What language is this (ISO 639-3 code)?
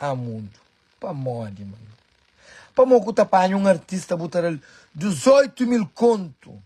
kea